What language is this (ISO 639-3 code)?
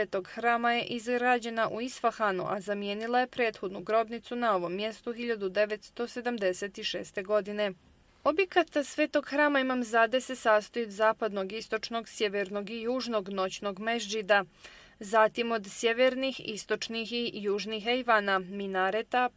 bos